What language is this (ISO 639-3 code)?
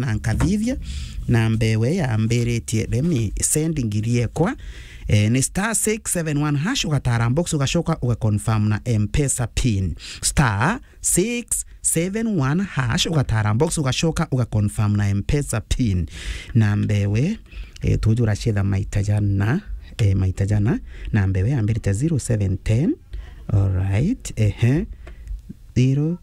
mer